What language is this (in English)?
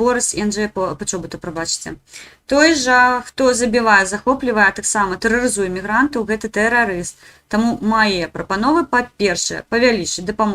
Belarusian